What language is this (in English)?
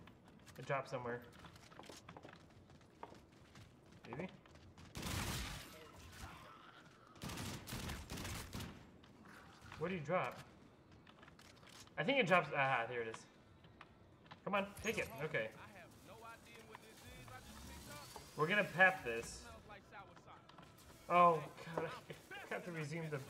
English